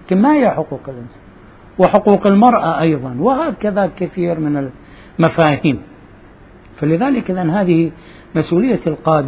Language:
Arabic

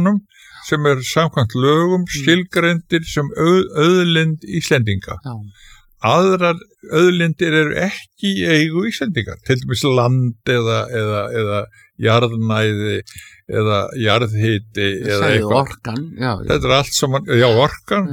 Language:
Icelandic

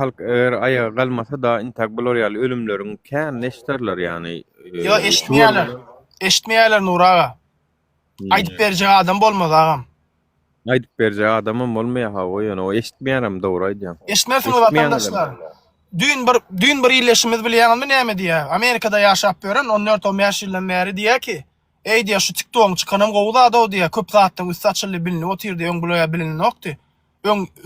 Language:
Turkmen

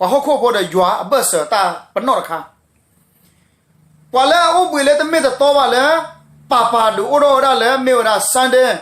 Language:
S'gaw Karen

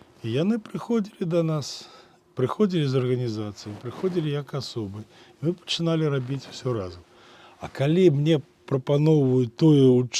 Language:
Belarusian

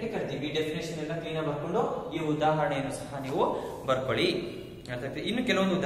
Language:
Kannada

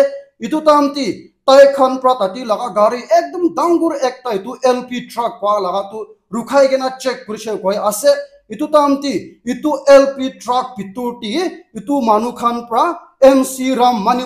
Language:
Naga Pidgin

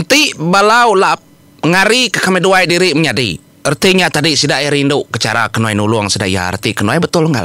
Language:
Iban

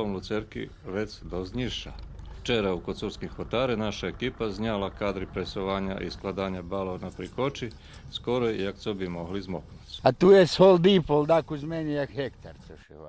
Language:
Rusyn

